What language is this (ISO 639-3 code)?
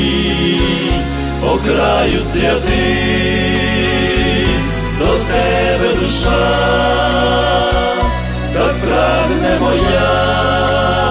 ukr